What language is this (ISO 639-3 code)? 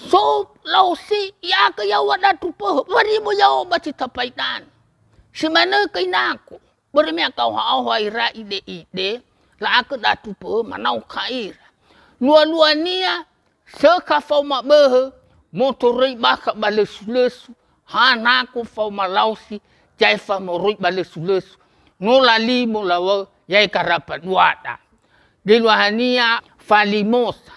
nia